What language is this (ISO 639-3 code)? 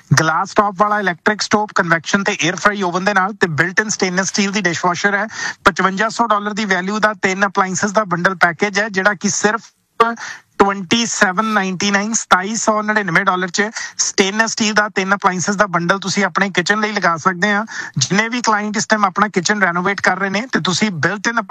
pan